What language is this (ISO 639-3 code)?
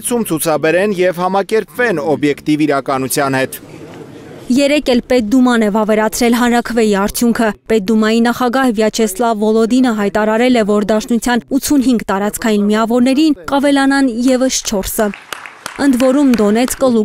hye